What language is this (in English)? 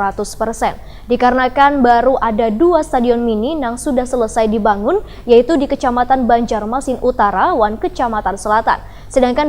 Banjar